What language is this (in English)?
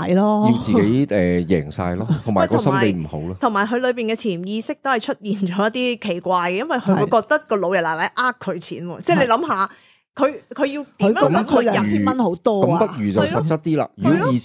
Cantonese